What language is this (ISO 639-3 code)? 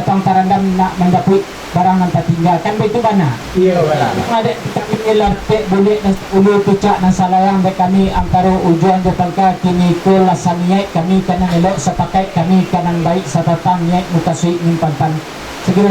min